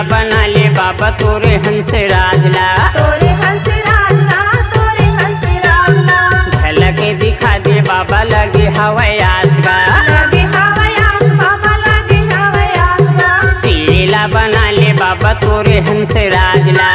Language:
Chhattisgarhi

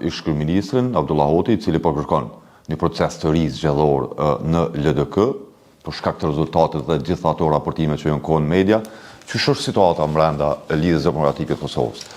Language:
Albanian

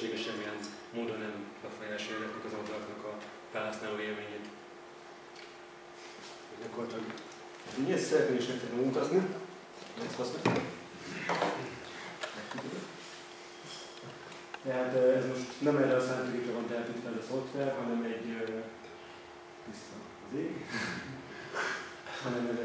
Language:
Hungarian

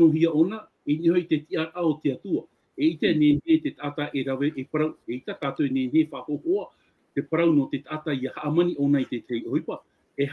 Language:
Tahitian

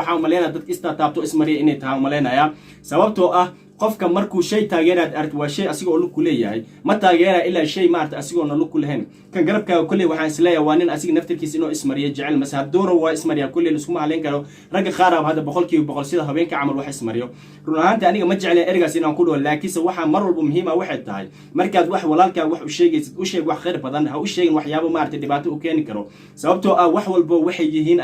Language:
Somali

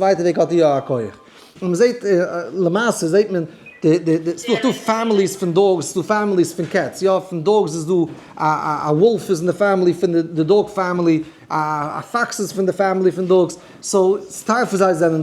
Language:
Yiddish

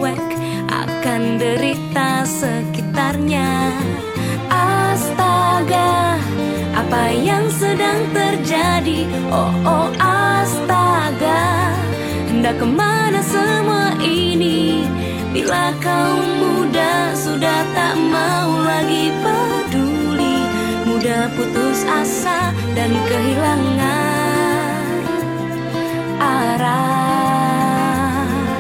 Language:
Indonesian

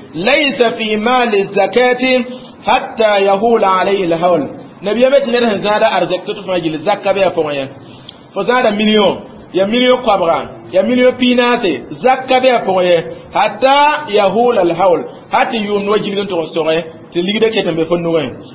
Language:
Mossi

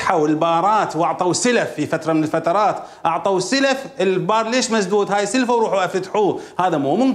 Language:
Mesopotamian Arabic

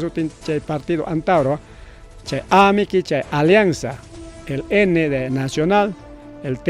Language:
Ayacucho Quechua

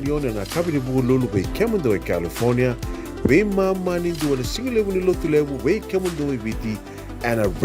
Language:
Fijian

